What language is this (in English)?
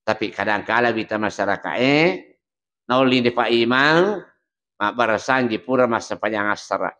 Buginese